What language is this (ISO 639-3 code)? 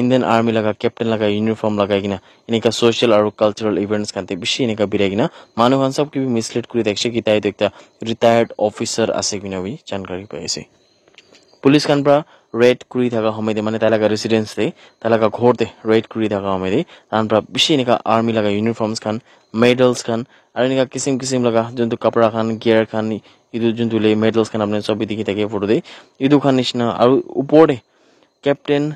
nag